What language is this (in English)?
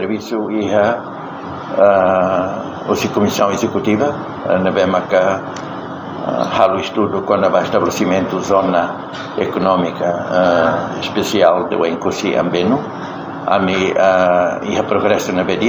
Tetum